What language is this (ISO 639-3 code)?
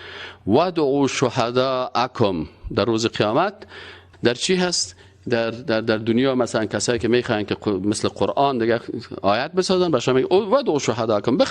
fas